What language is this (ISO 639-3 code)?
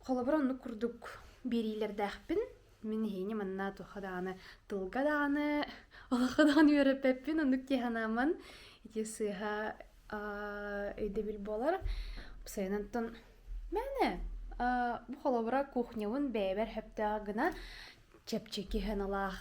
sah